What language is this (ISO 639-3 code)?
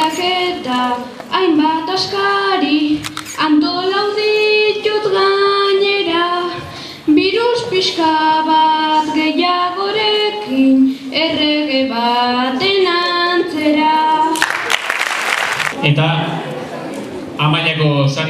eus